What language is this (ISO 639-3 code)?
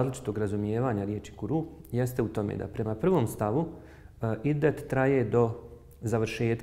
bos